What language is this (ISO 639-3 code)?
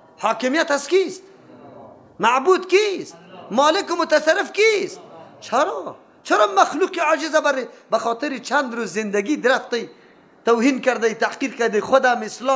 fas